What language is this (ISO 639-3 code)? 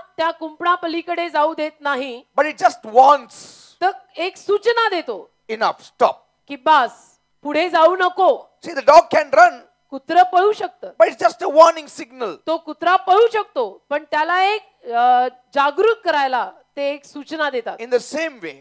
mar